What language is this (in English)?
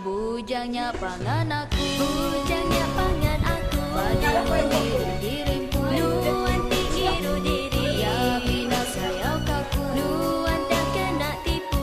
Iban